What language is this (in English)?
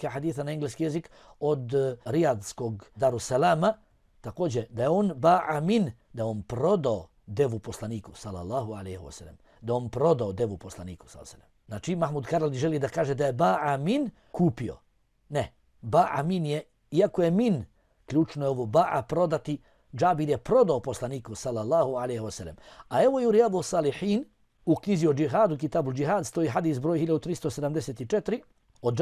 Bosnian